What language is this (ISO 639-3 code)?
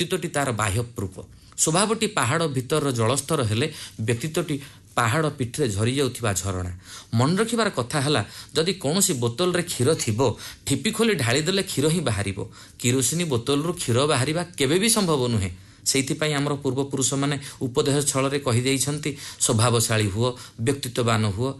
ori